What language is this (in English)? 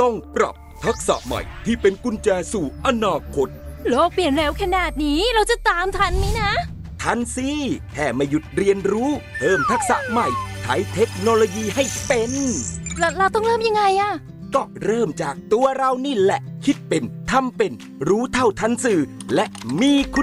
Thai